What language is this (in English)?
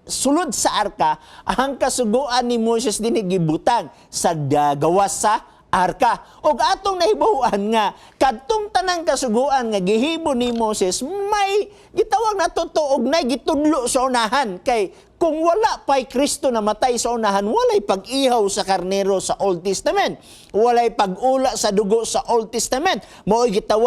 Cebuano